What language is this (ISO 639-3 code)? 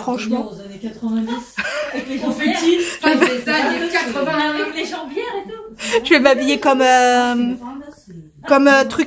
fra